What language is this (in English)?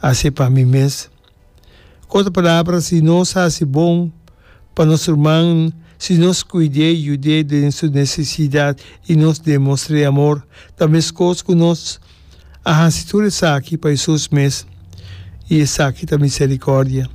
Papiamento